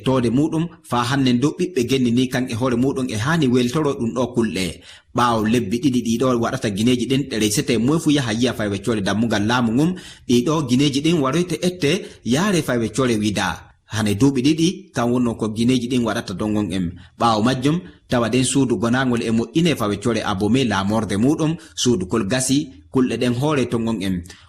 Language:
Fula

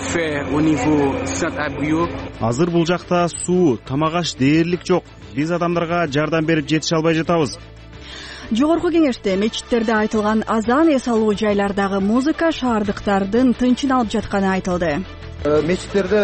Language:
Kyrgyz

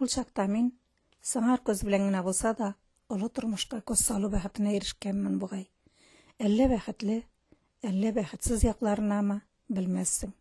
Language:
Tatar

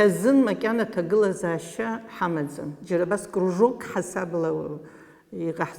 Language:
Abkhazian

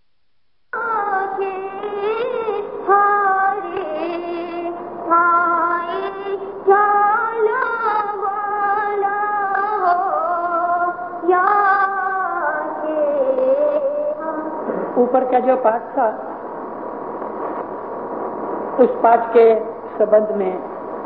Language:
Urdu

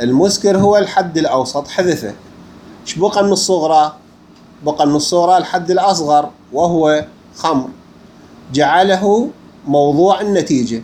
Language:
Mesopotamian Arabic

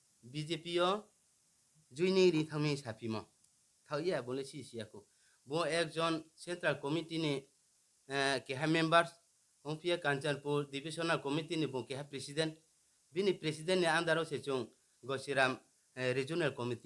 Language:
Riang (India)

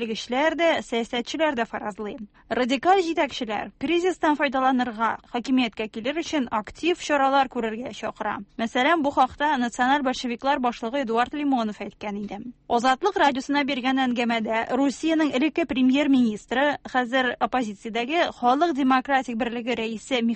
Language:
Tatar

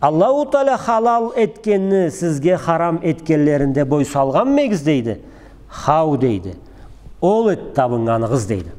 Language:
Karachay-Balkar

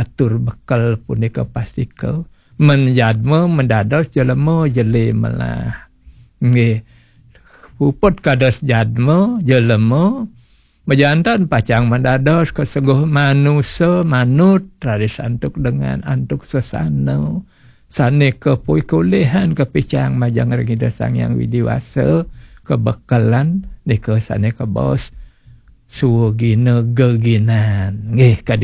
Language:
Balinese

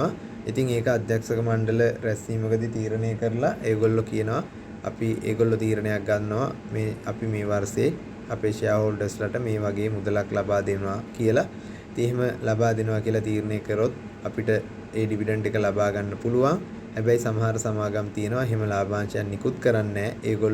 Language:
Sinhala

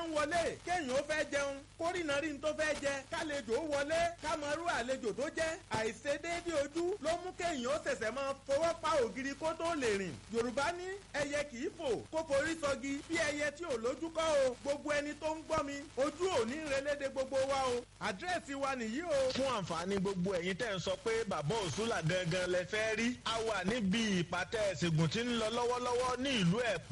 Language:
Yoruba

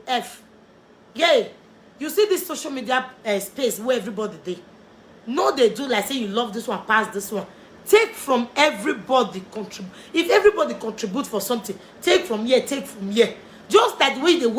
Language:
Nigerian Pidgin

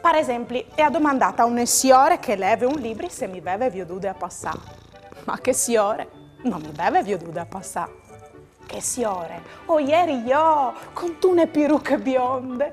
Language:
Friulian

